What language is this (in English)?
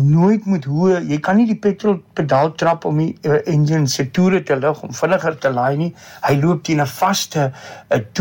Afrikaans